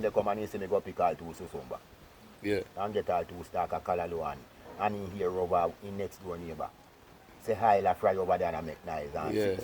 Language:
Jamaican Creole English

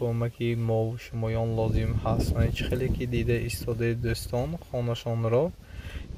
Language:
Tajik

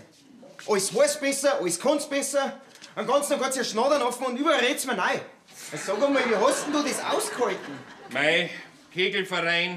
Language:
Bavarian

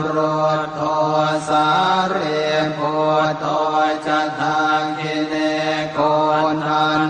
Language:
Pali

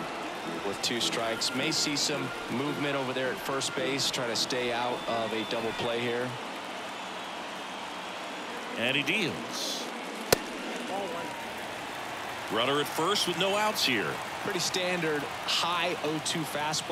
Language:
English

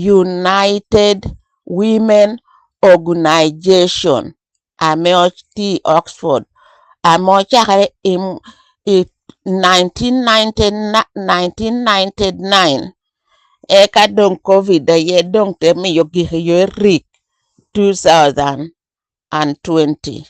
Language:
Lango (Uganda)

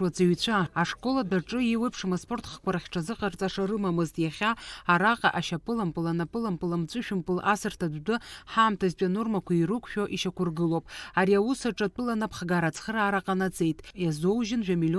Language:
Abkhazian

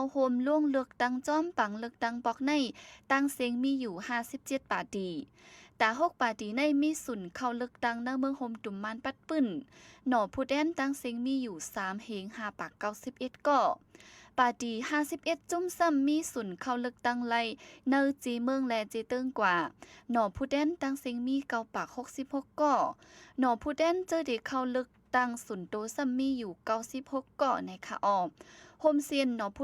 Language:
Shan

